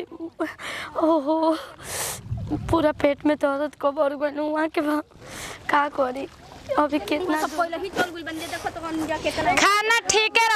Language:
Bhojpuri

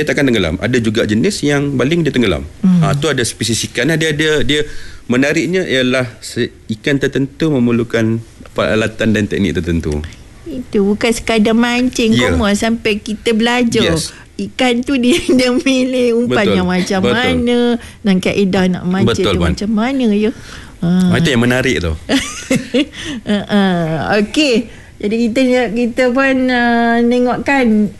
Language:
Malay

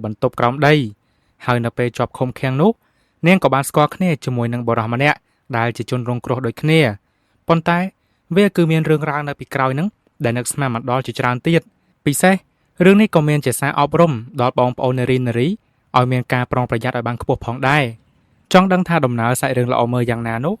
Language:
Khmer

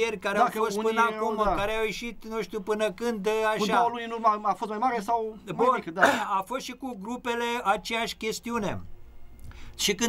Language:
Romanian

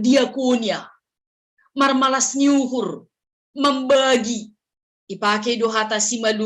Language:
Batak Simalungun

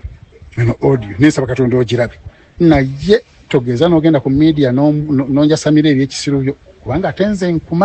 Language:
Ganda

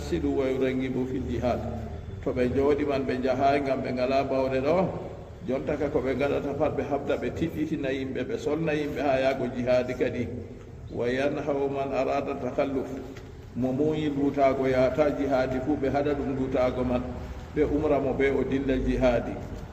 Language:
Fula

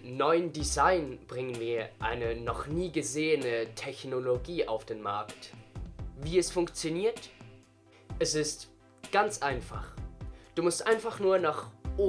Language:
Swiss German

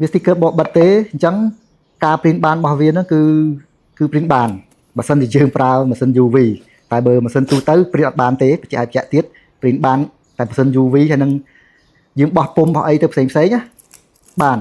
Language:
Khmer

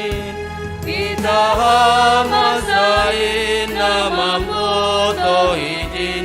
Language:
Batak Simalungun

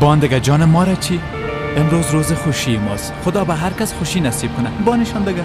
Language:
Persian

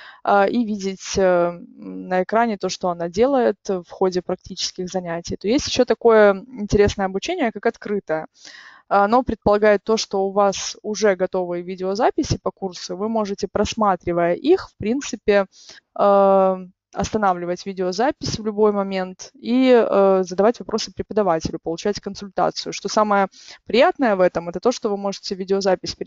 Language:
Russian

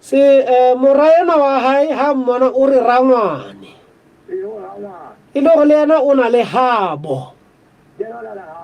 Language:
Southern Sotho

